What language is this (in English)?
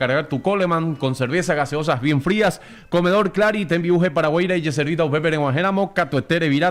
Guarani